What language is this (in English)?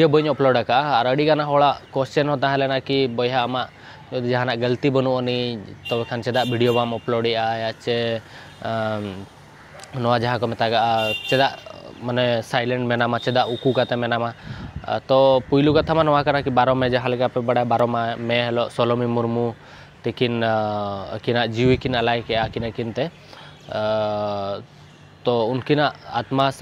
Santali